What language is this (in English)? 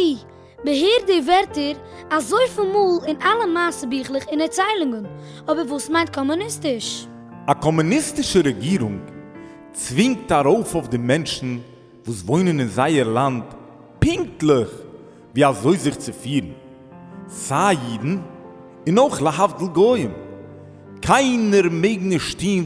Yiddish